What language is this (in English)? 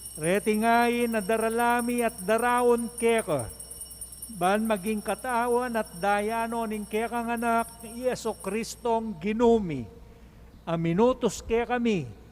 Pampanga